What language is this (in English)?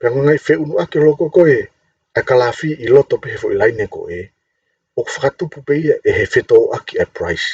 Tongan